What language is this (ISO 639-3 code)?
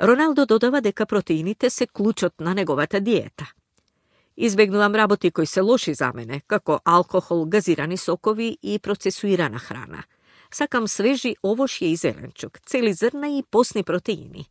mkd